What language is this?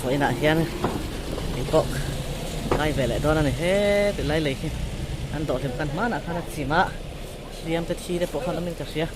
Mizo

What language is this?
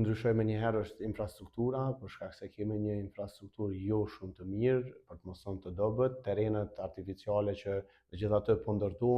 Albanian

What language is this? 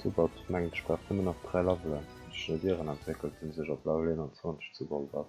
Luxembourgish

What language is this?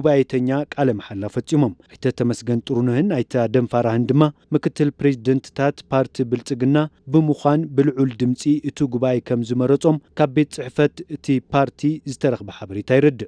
Tigrinya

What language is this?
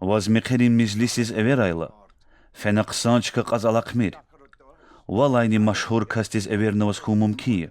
Lezghian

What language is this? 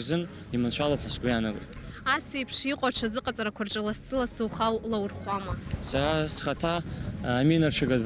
Abkhazian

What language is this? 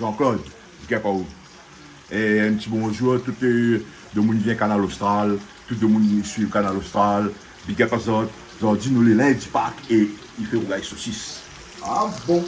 Réunion Creole French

